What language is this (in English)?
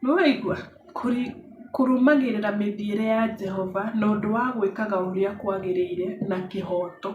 Kikuyu